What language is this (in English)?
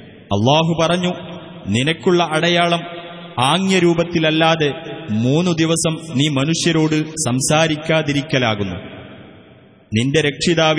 Malayalam